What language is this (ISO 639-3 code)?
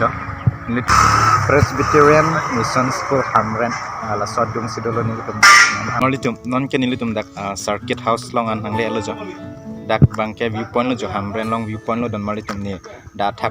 mjw